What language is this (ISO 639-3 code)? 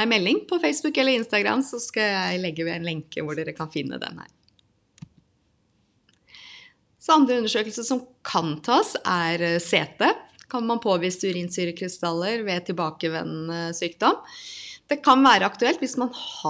nor